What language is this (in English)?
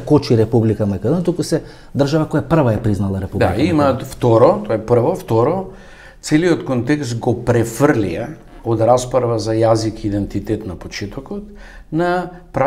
Macedonian